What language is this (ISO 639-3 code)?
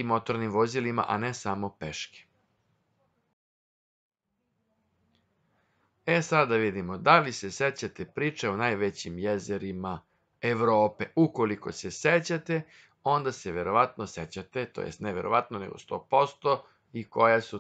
srp